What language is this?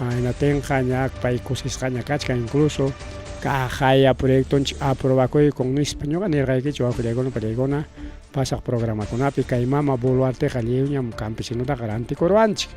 Ayacucho Quechua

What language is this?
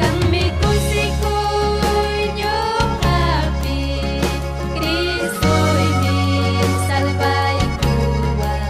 Ayacucho Quechua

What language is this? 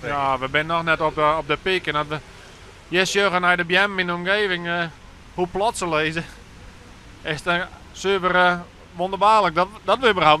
Western Frisian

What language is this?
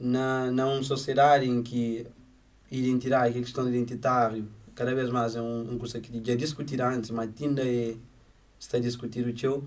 Kabuverdianu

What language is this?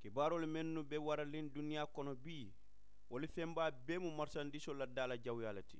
Mandingo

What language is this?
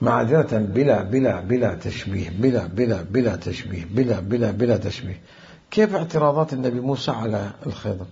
Mesopotamian Arabic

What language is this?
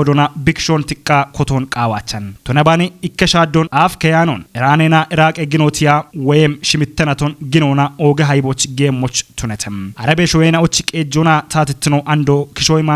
Kafa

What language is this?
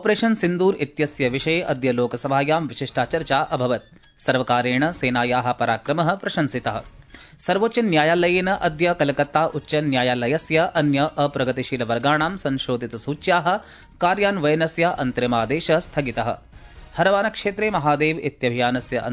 Sanskrit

